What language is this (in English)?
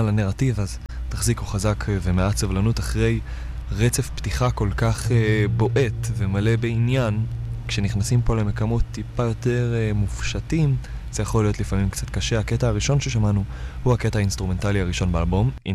Hebrew